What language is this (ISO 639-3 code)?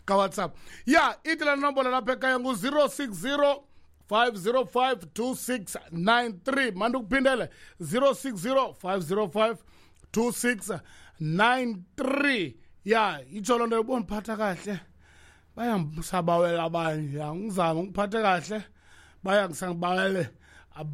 xho